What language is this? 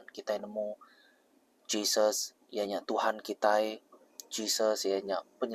Iban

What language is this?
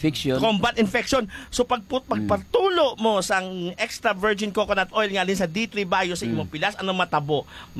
Hiligaynon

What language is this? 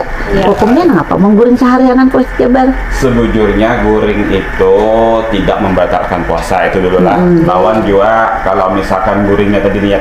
Banjar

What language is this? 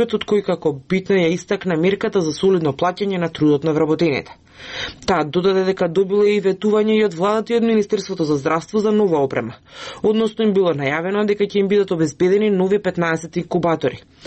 Macedonian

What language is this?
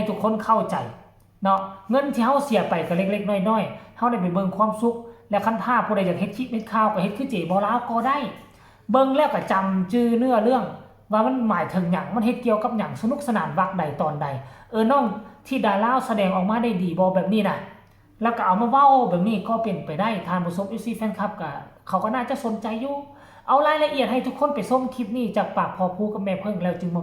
Northeastern Thai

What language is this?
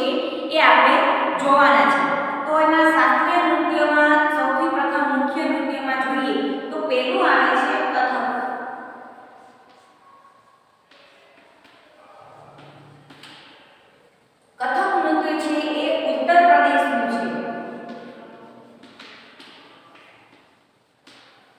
Gujarati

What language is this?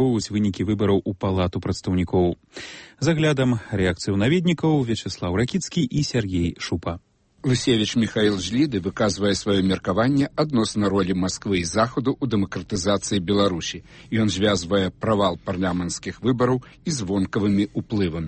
Belarusian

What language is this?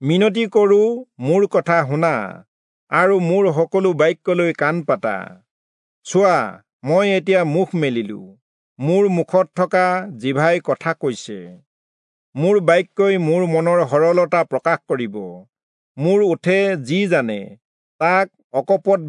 Assamese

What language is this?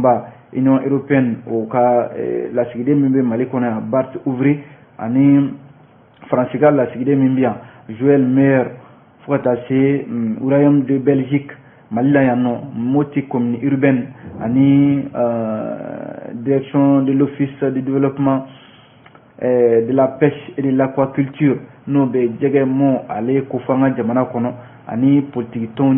Bambara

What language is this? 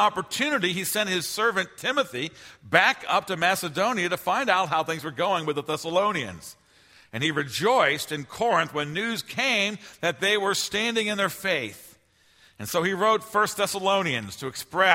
English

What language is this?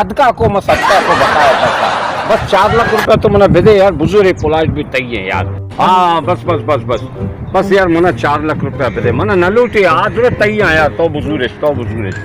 Baluchi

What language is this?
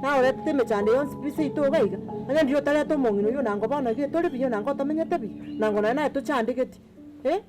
Gusii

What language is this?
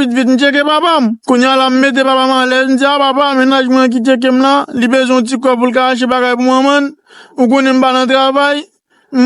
Haitian Creole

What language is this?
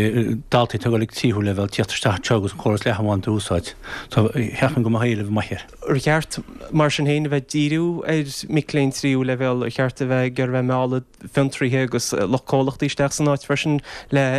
Irish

